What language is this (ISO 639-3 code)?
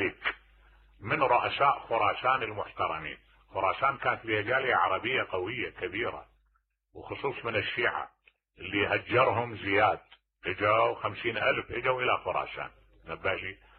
acm